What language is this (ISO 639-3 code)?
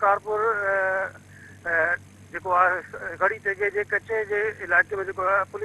snd